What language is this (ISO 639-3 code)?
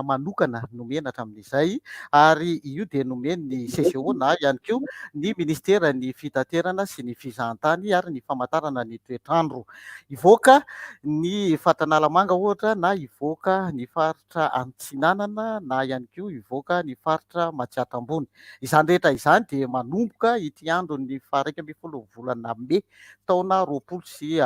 mlg